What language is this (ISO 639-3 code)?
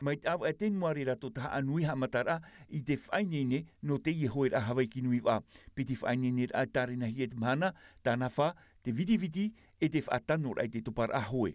tah